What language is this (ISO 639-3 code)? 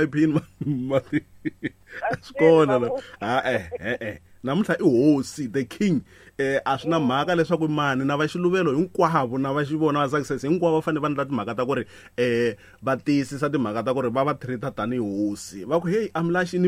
tso